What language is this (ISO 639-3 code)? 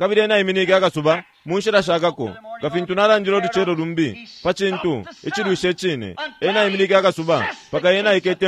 bem